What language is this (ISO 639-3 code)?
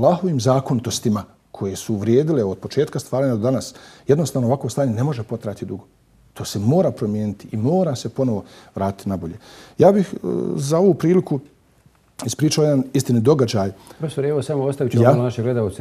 bos